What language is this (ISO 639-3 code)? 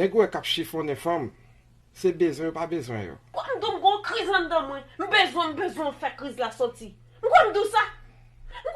hat